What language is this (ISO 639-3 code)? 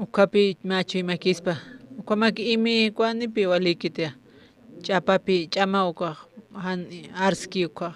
aym